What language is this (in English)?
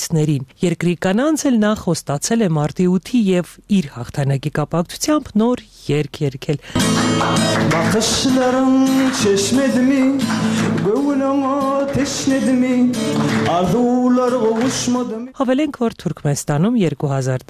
Armenian